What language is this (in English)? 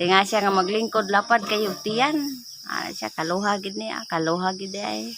Cebuano